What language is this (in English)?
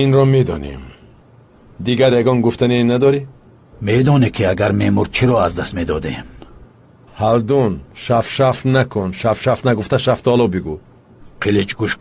Tajik